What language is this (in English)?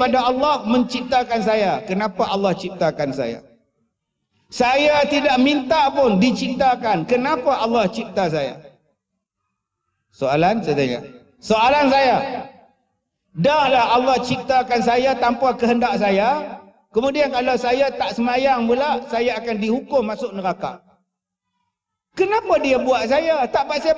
Malay